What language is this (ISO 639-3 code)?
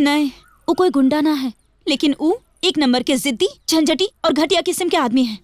mag